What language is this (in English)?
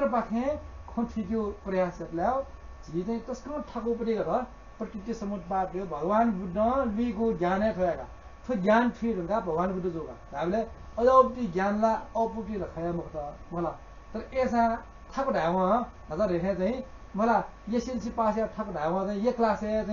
Newari